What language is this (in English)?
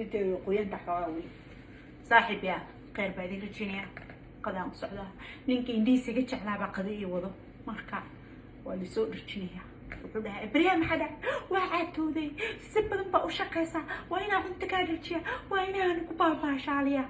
Somali